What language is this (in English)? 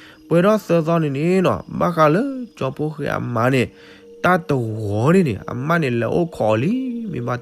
S'gaw Karen